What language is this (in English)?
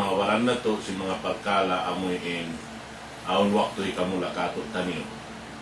Tausug